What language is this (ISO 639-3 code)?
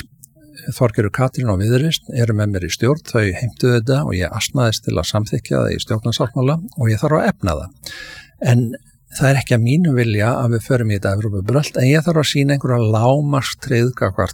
isl